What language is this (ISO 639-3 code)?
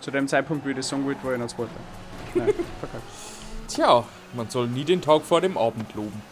bar